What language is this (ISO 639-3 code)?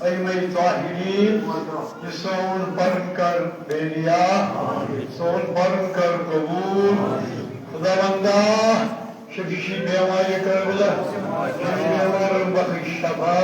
kas